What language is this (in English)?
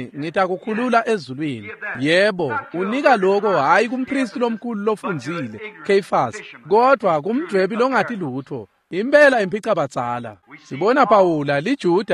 Swati